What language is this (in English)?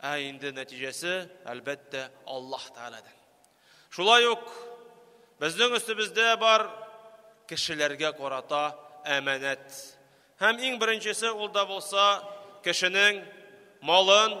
Tatar